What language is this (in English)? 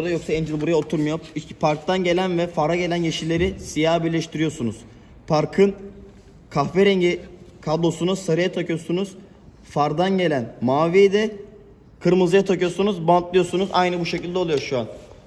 Turkish